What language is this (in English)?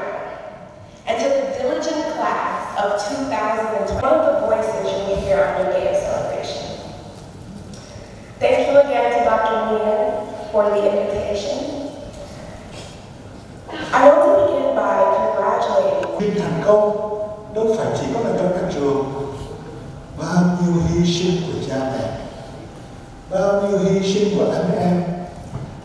Vietnamese